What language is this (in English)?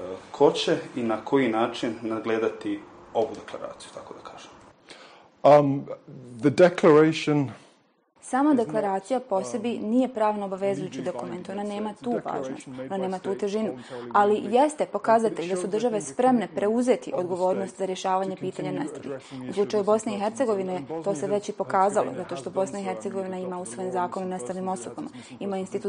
Bosnian